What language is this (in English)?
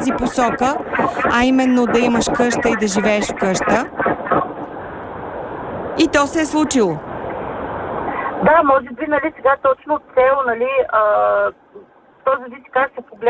Bulgarian